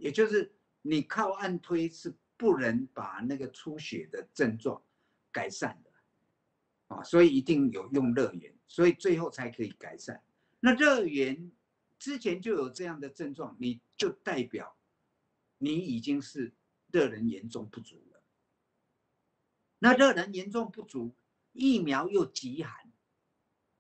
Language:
Chinese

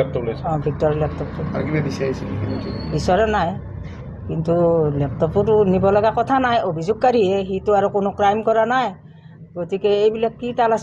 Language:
Assamese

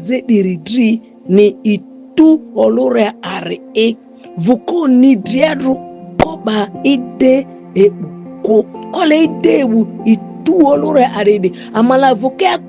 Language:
Ma'di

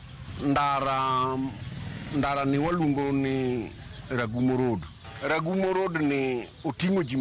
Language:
Luo (Kenya and Tanzania)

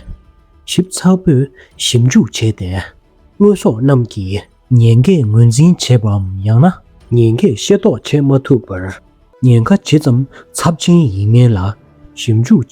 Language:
Tibetan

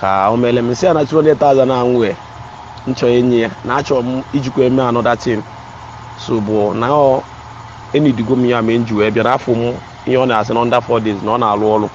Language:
Igbo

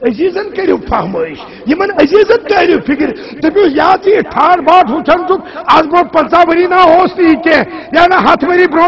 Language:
Kashmiri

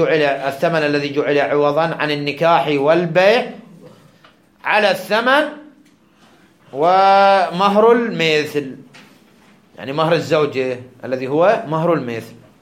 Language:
Arabic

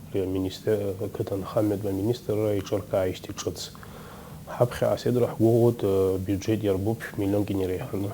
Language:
Abkhazian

